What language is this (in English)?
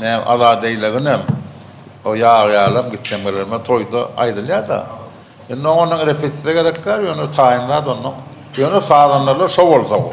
Turkmen